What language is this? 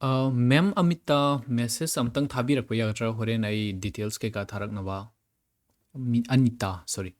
Manipuri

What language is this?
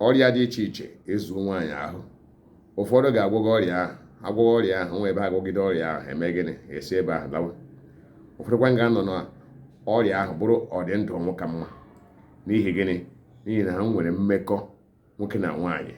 Igbo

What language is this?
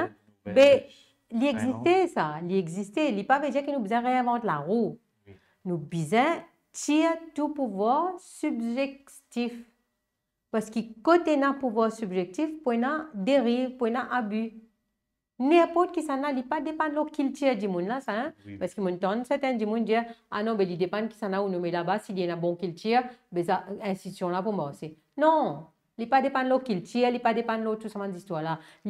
Morisyen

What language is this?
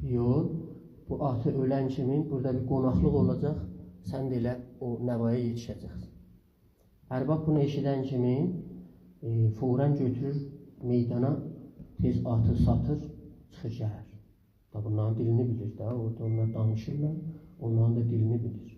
South Azerbaijani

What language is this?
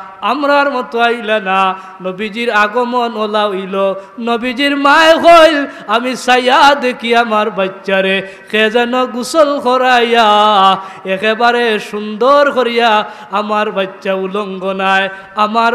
Sylheti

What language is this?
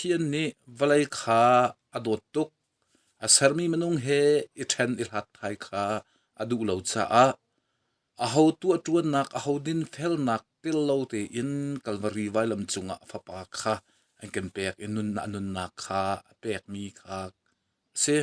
Hakha Chin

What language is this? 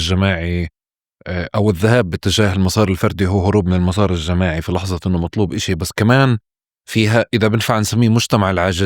North Levantine Arabic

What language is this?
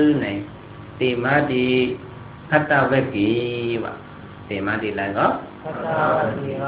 Shan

